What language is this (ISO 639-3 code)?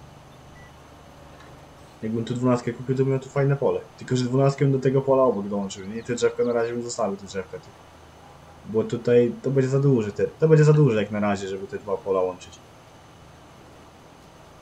pol